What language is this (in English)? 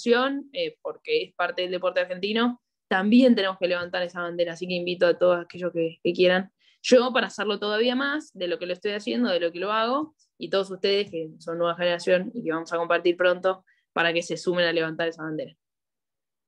Spanish